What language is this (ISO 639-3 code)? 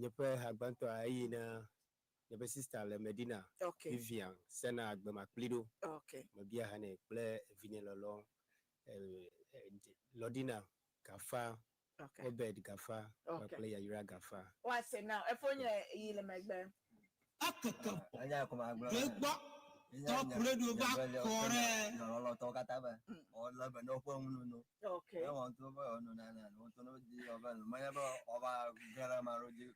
ewe